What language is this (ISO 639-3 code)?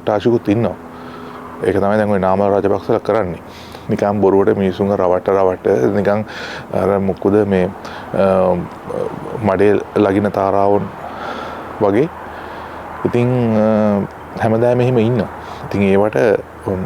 sin